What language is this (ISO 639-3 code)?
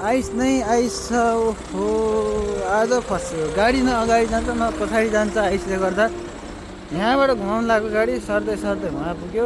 nep